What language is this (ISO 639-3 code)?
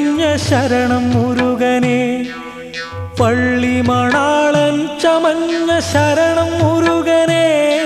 mal